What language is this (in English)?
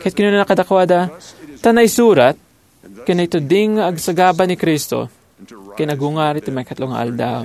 Iloko